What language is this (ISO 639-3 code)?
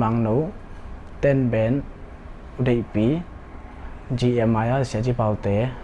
ctd